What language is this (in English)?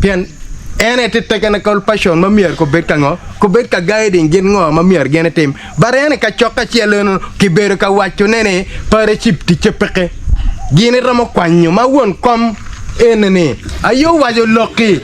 Acoli